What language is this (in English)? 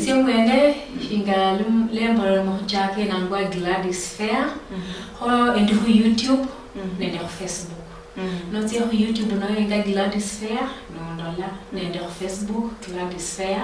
Luyia